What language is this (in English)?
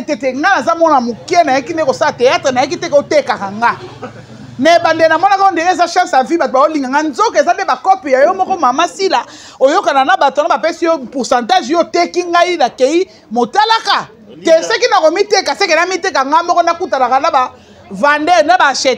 Lingala